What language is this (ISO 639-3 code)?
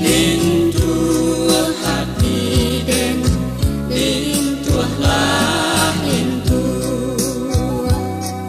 min